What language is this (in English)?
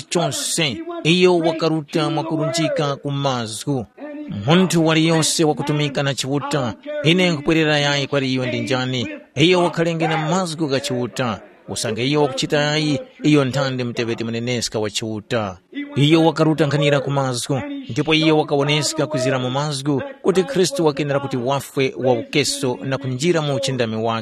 Tumbuka